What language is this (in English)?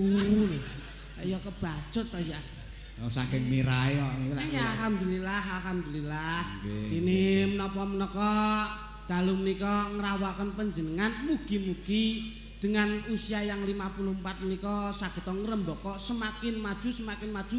Javanese